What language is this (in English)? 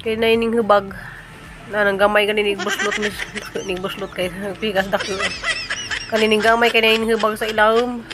Cebuano